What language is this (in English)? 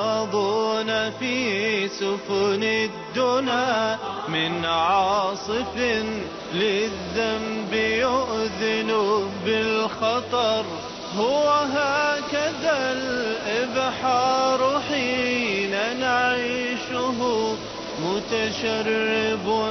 Arabic